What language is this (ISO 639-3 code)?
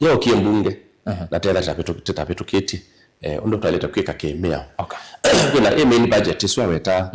kam